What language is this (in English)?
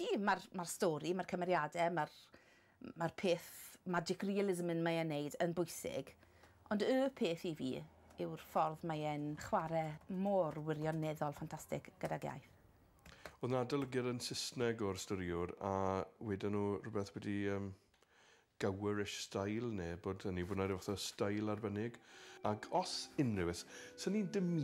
Welsh